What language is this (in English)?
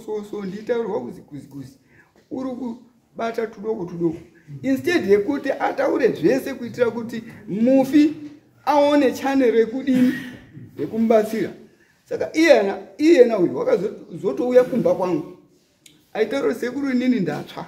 Shona